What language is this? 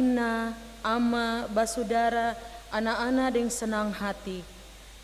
Ambonese Malay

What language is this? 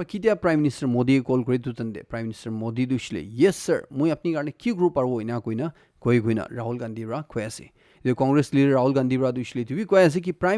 Naga Pidgin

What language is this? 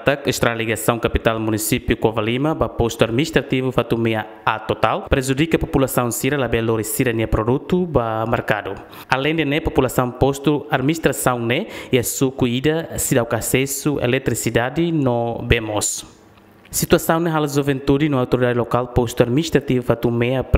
Tetum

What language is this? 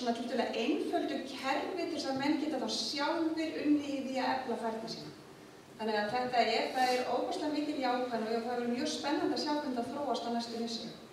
Icelandic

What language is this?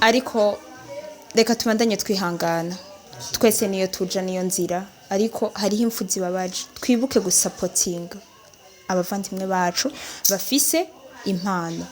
Rundi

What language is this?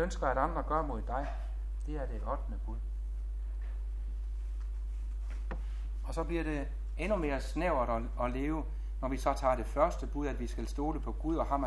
Danish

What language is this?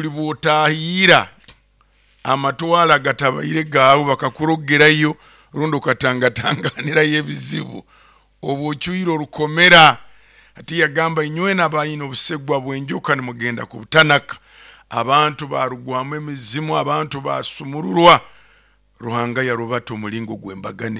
Nyoro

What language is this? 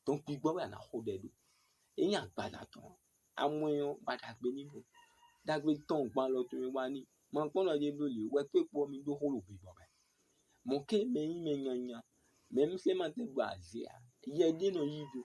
Fon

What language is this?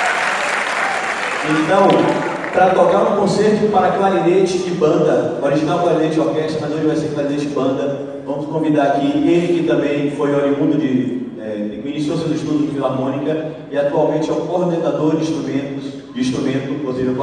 Portuguese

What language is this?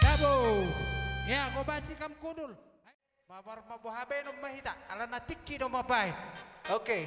Batak Karo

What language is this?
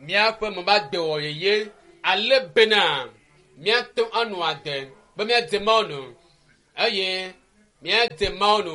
Ewe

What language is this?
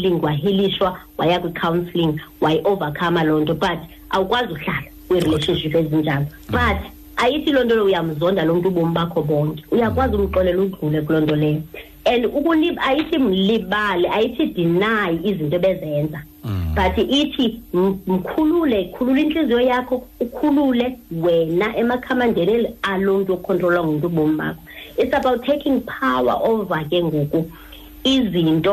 Xhosa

